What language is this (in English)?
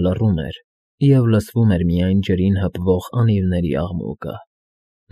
Armenian